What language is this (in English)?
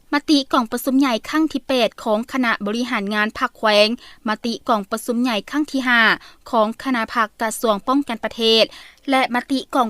Lao